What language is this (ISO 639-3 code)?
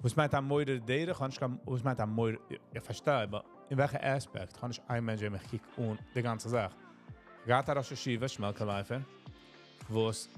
yid